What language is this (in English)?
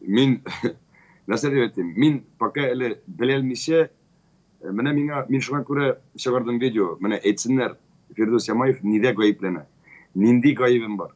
Tatar